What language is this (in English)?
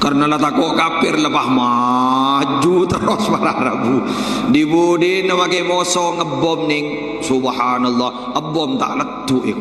Madurese